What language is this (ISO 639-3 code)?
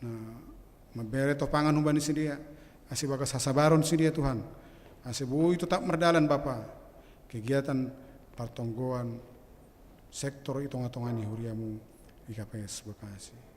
bts